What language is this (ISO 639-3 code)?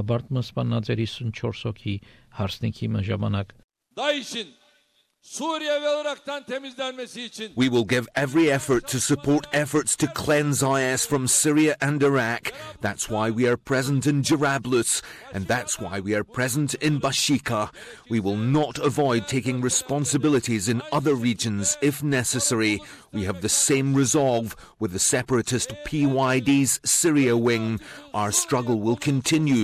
hye